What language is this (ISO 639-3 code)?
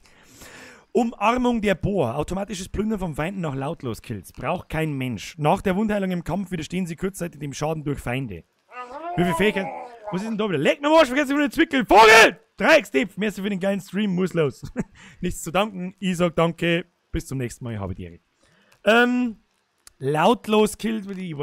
bar